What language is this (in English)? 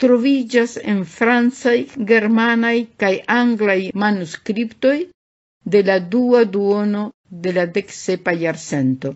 Esperanto